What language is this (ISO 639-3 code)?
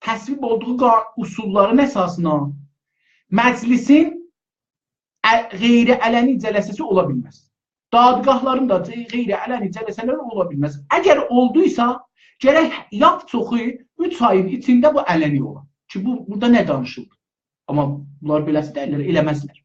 azb